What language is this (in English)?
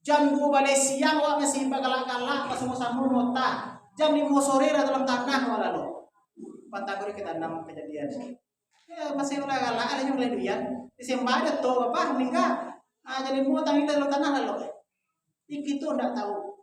Minangkabau